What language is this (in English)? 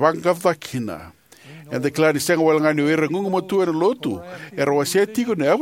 Fijian